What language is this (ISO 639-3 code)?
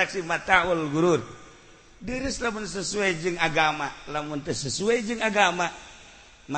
sun